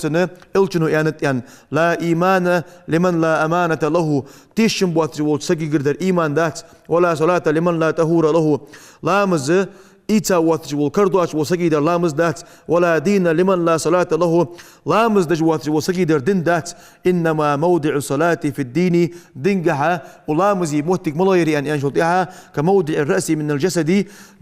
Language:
Ingush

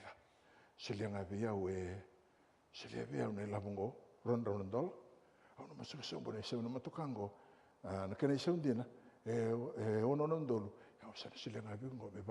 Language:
Fijian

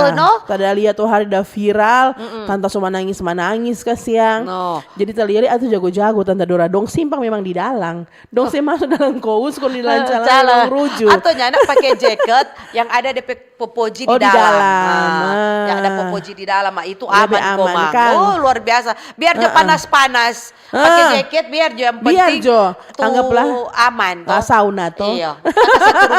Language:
Manado Malay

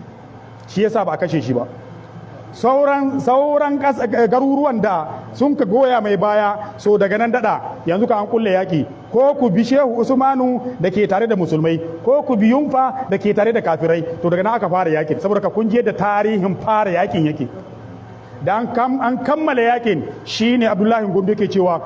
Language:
Hausa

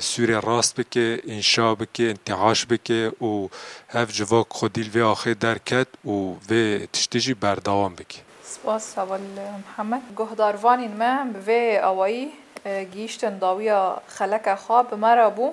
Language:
Kurdish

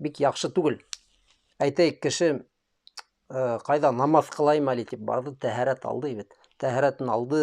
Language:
Bashkir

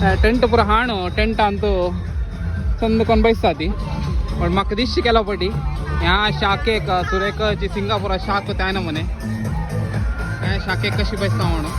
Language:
Konkani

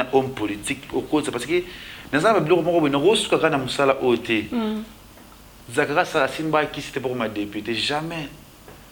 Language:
Lingala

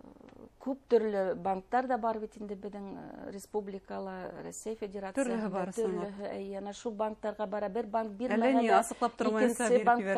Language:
Bashkir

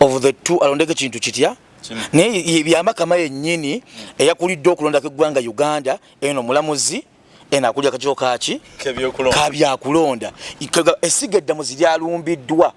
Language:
Ganda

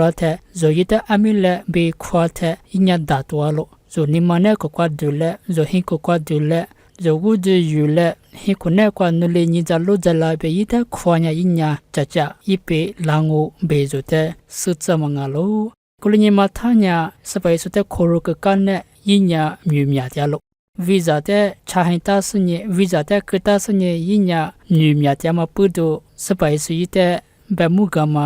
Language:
Lisu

